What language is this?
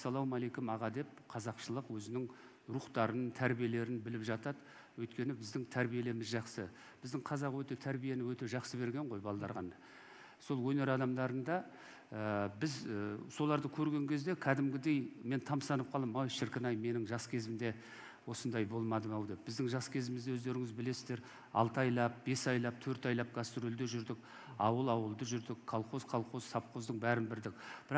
Kazakh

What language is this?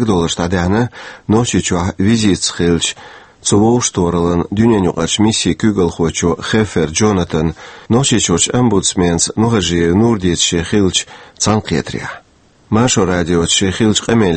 Chechen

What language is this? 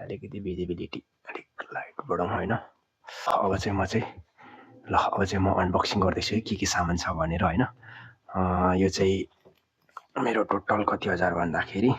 Nepali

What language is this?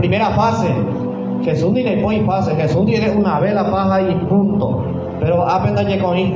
Guarani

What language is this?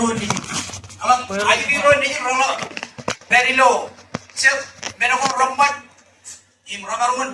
Marshallese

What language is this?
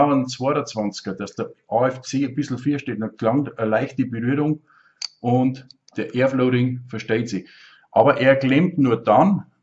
Bavarian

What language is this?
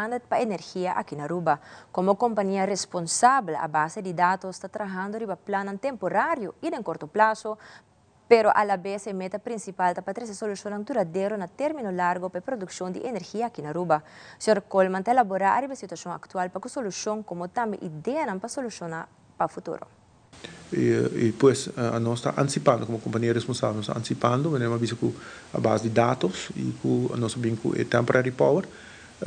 Papiamento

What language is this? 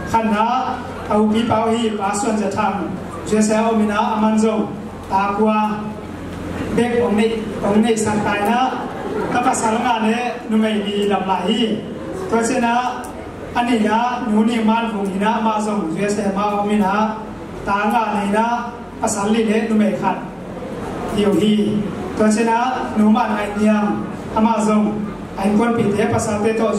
Tedim Chin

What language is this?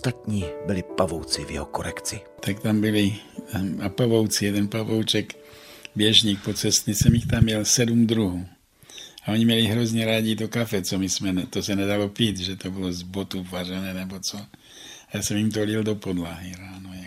Czech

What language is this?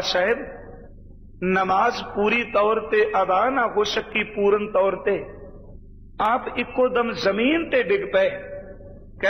Punjabi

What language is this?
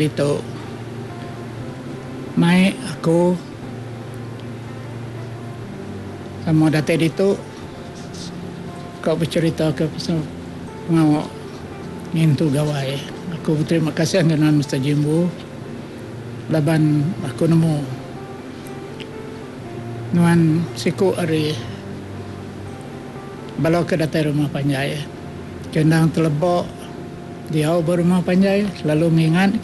Iban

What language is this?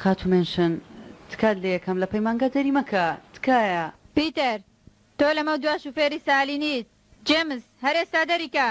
Central Kurdish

